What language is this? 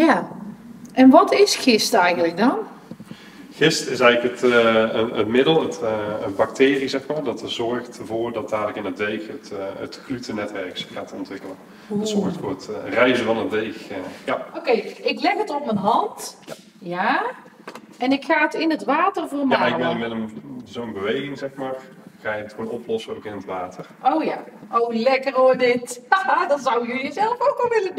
Dutch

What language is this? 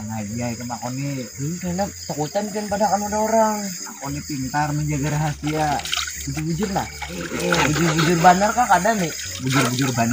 Banjar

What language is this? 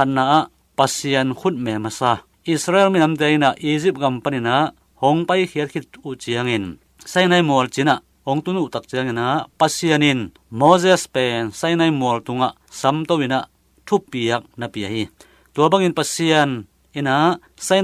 Tedim Chin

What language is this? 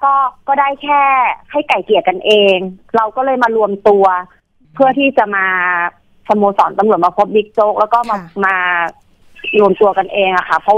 Thai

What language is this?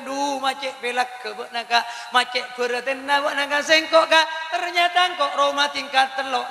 Madurese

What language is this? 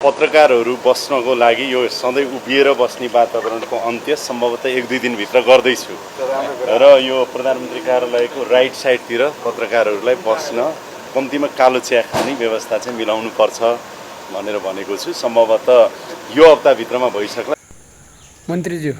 Nepali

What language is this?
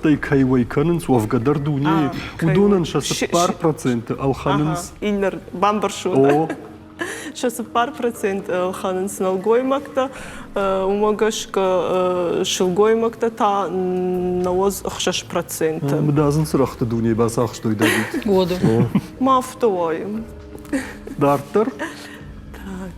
Ossetic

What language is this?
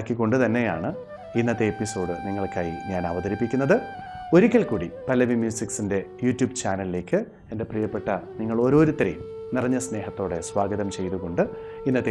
Malayalam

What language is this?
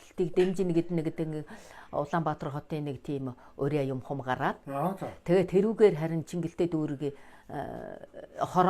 Mongolian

